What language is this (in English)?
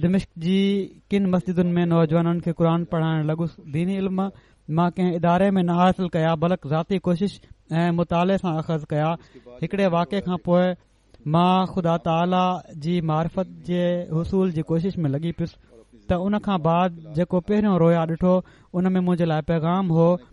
Sindhi